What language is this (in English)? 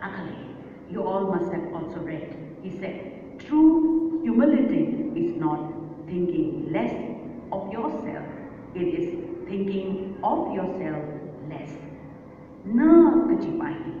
Tangkhul Naga (India)